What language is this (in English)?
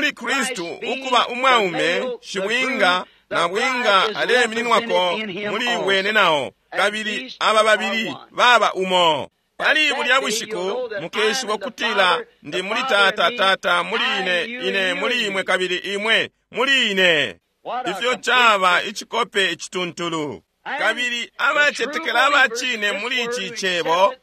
Bemba